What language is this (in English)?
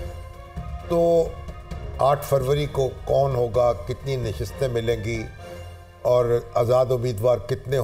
Urdu